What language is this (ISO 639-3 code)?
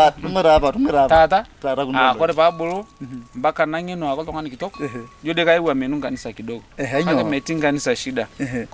mas